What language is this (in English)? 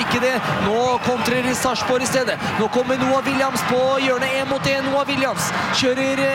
Norwegian